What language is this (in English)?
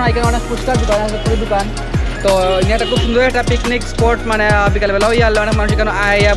Sylheti